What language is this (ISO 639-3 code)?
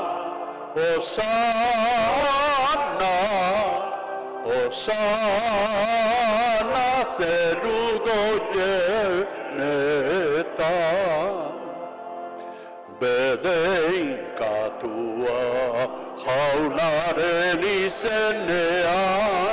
eus